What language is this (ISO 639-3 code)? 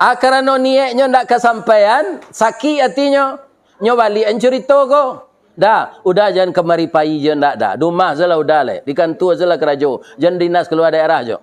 min